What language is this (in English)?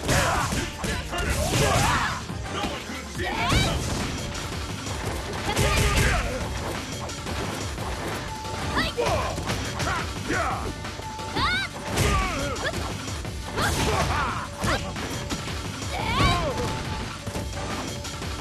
English